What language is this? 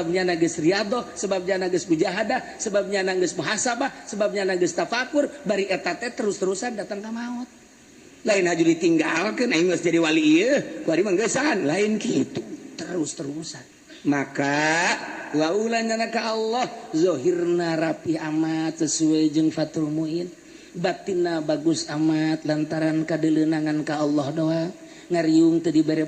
Sundanese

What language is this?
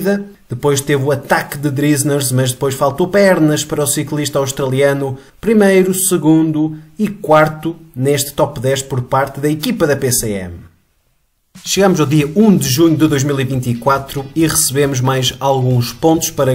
Portuguese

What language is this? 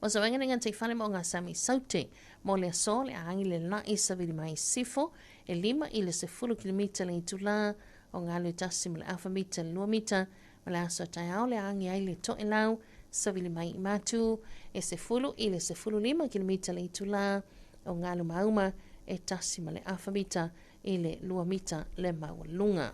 Samoan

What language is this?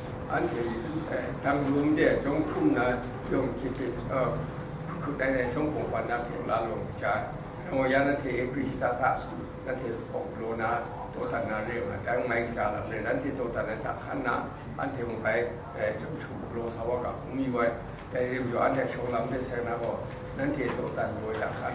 Kachin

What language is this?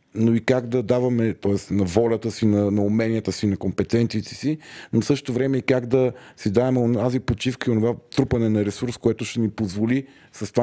Bulgarian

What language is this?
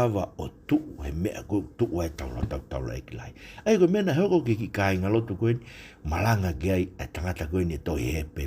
Tongan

